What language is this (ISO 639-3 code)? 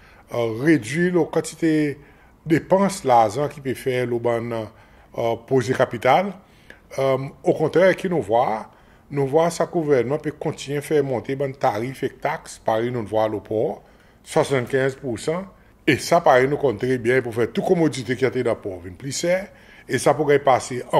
crs